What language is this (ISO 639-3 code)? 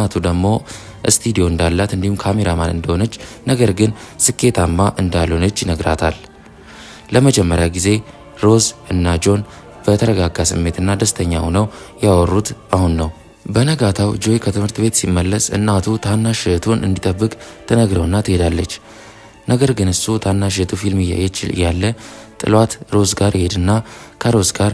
amh